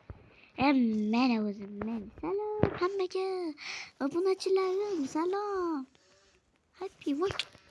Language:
Uzbek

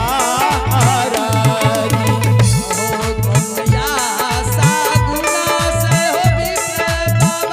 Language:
Angika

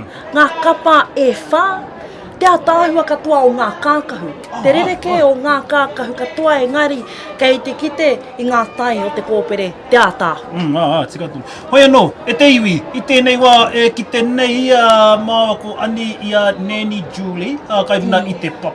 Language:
Māori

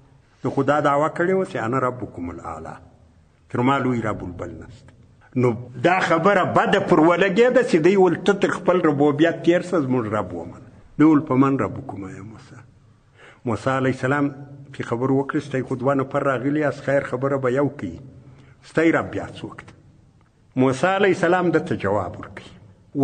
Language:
Pashto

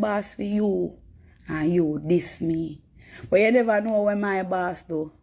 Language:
Jamaican Creole English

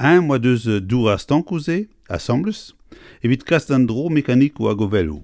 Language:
Breton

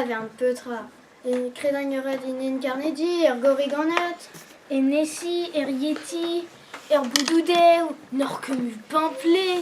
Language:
Breton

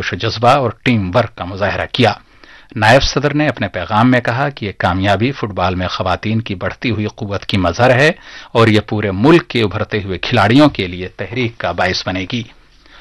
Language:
Urdu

